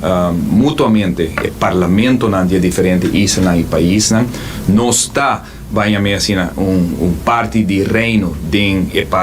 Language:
Papiamento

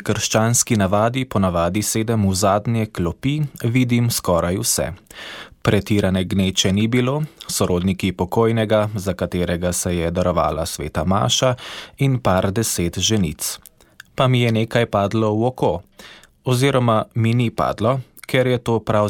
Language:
Slovenian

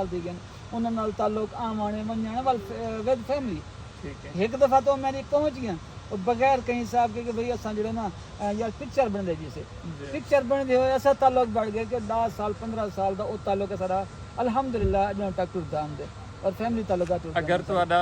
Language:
Saraiki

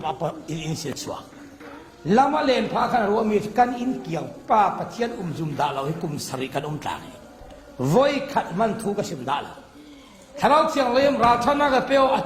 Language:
Falam Chin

